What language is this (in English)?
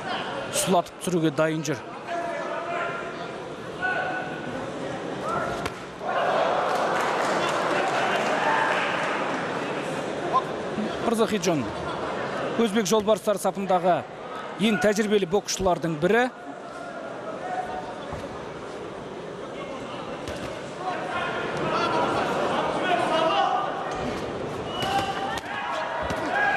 Kazakh